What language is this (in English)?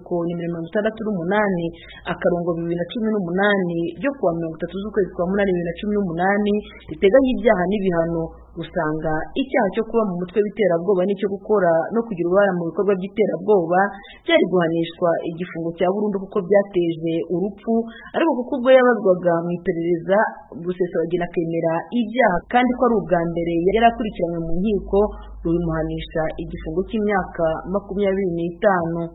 Kinyarwanda